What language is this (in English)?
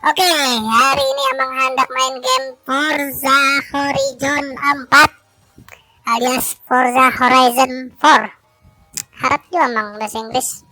Banjar